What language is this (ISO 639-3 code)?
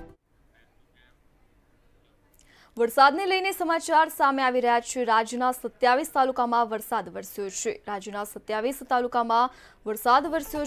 guj